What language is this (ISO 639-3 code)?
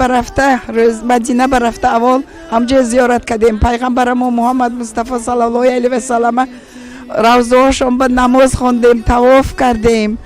tgk